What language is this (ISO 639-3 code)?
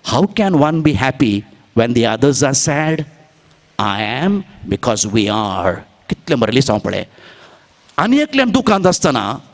kok